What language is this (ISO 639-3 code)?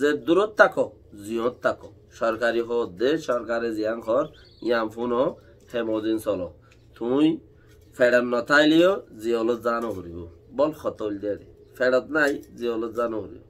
rhg